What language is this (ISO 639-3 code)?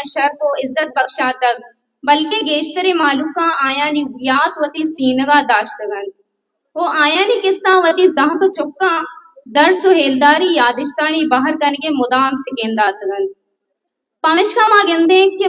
bal